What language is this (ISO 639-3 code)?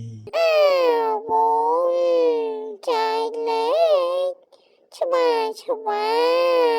khm